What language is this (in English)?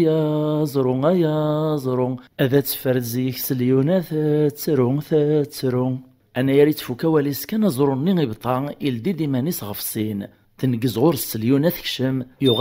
Kabyle